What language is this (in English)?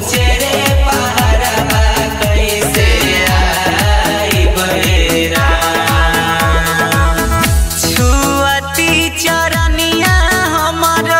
Bhojpuri